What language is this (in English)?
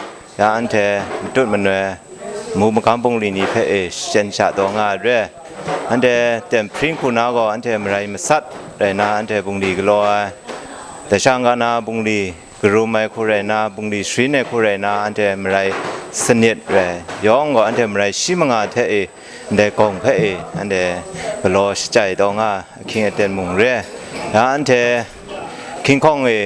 Kachin